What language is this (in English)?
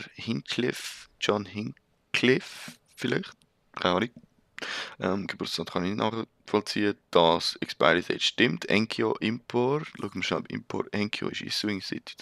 Swiss German